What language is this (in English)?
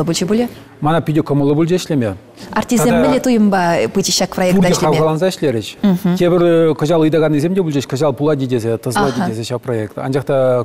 Chuvash